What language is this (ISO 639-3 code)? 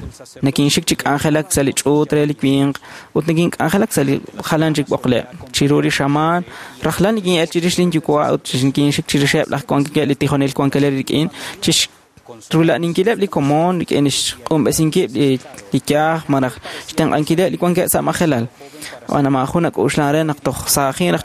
kek